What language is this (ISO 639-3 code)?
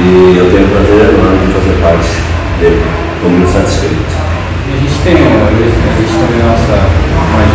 por